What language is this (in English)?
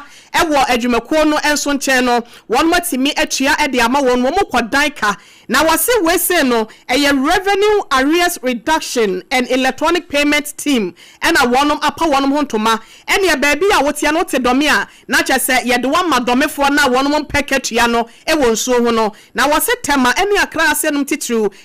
Akan